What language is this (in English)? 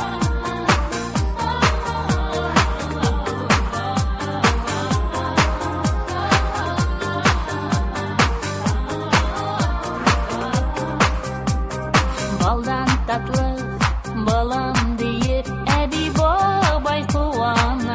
Tatar